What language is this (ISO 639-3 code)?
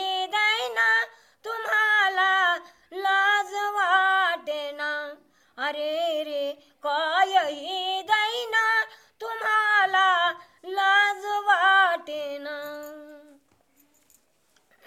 mar